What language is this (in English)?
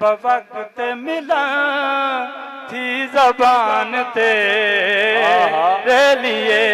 Saraiki